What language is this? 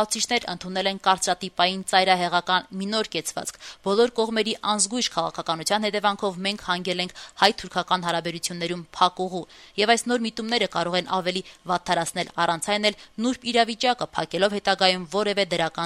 Armenian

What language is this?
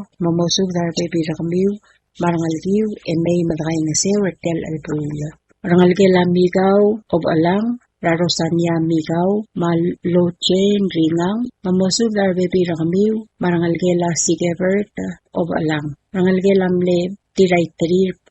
Palauan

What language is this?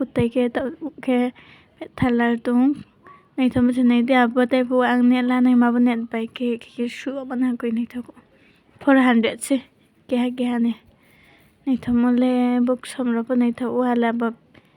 Riang (India)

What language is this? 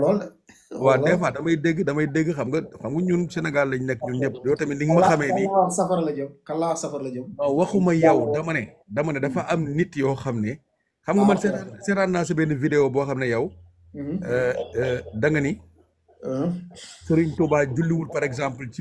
Wolof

